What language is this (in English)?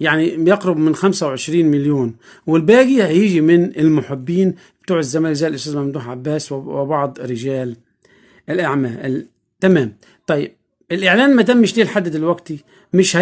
Egyptian Arabic